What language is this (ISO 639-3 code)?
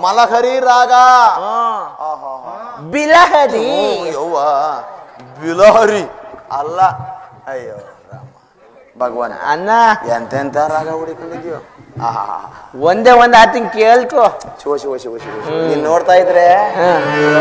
kan